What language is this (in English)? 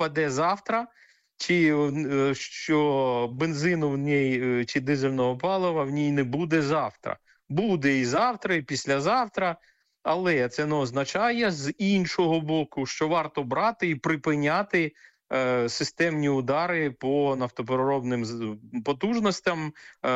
Ukrainian